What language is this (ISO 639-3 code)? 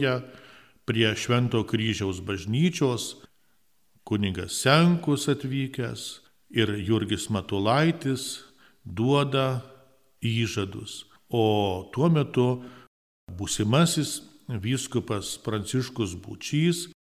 lit